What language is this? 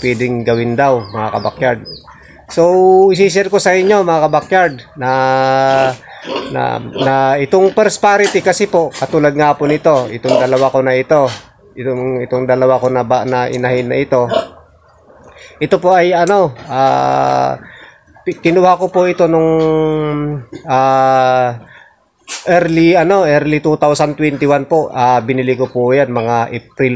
Filipino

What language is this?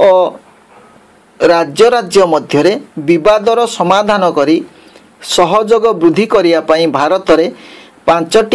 Odia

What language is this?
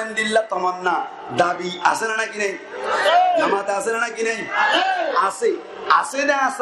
Rohingya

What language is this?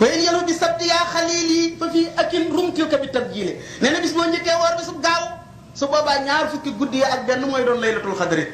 Wolof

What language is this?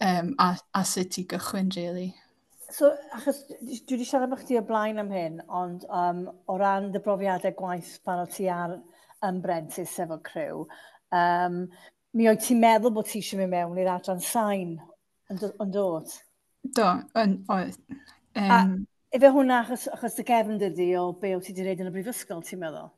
Welsh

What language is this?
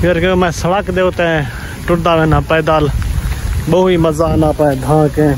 Saraiki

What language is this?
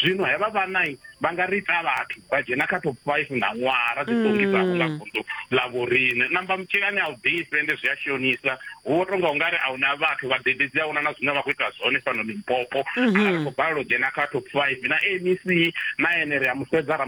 Venda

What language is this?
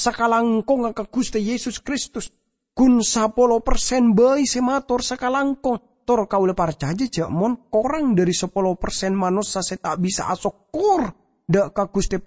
Madurese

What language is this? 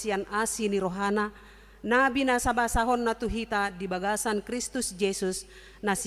Batak Toba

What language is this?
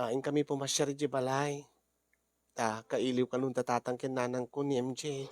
Iloko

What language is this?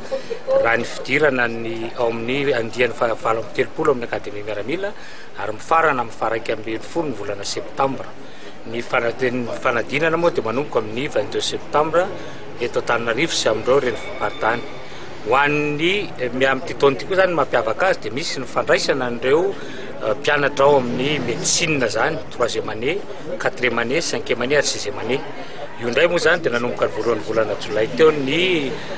Malagasy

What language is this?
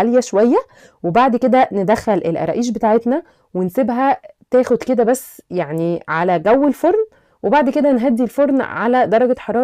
Egyptian Arabic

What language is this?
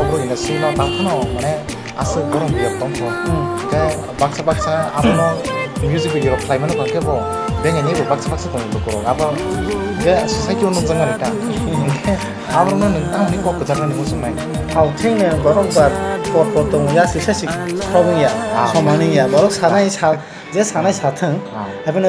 Kok Borok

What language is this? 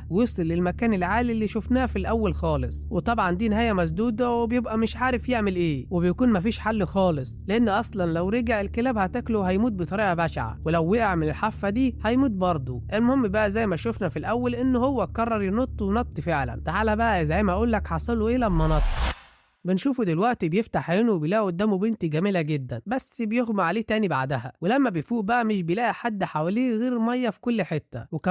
Egyptian Arabic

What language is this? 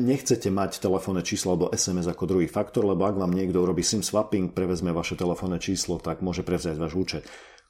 Slovak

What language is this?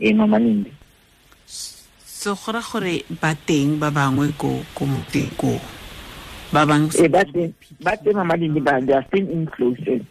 Tswana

